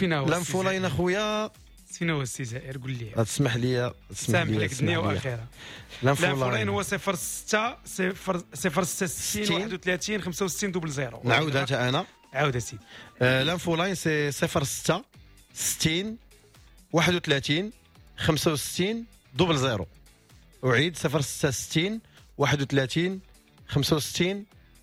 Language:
Moroccan Arabic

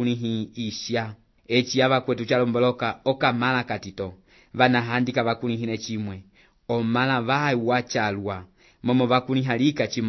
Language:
Umbundu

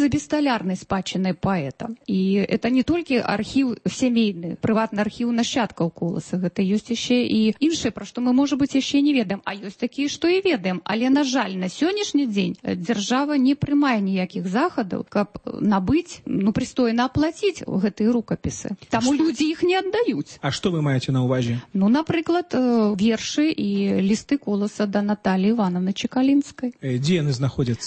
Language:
Belarusian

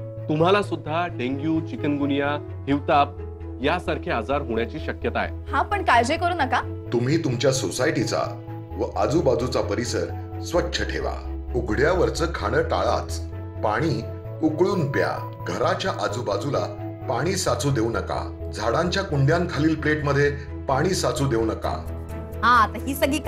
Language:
Marathi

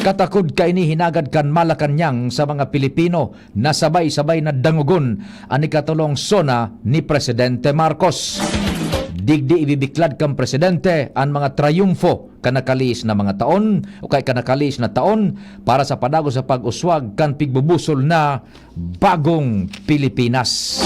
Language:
Bikol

